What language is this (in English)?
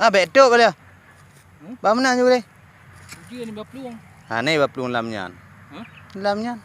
Achinese